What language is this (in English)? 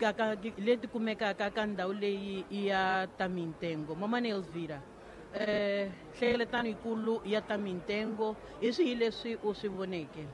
Tsonga